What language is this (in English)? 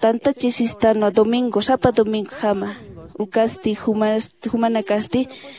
Aymara